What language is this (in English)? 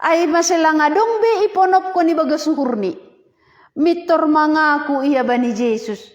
Batak Simalungun